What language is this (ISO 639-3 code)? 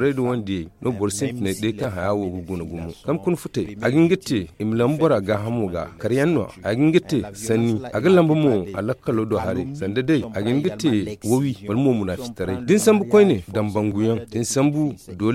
dje